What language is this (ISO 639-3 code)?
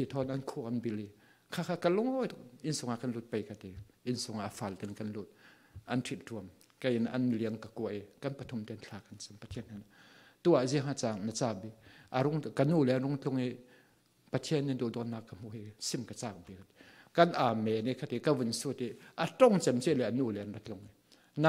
cfm